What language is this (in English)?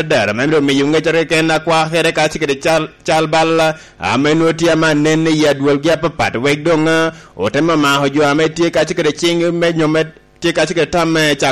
Lango (Uganda)